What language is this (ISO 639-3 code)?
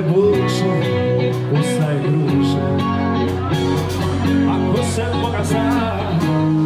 hrv